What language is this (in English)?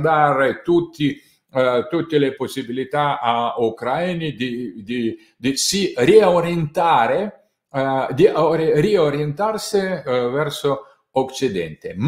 Italian